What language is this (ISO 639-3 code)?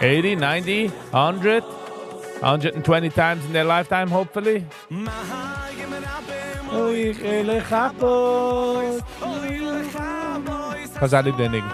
yid